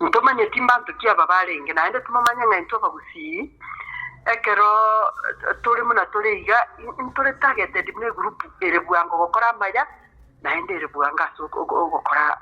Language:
Gusii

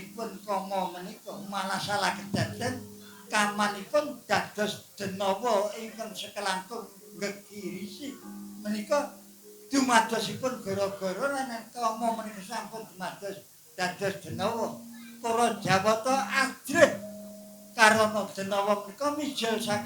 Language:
Javanese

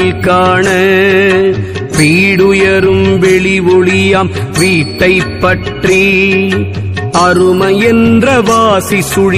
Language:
Tamil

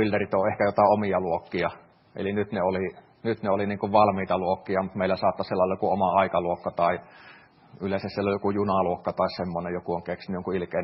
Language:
Finnish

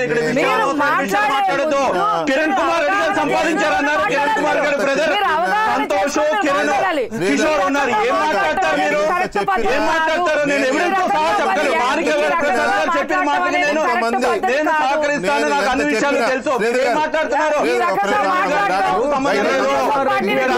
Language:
Telugu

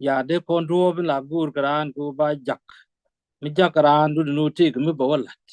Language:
Nuer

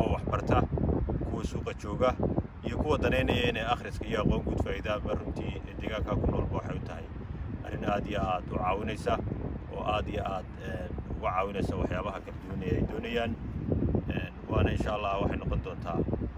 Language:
Somali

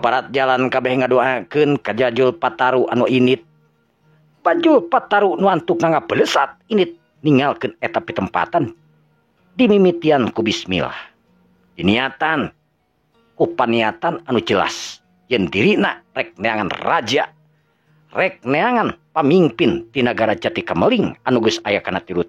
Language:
Sundanese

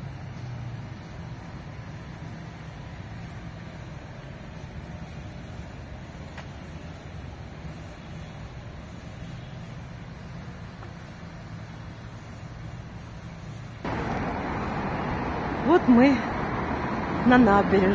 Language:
Russian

